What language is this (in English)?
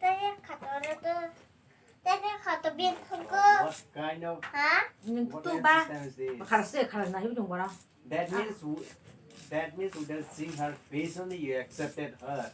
Kok Borok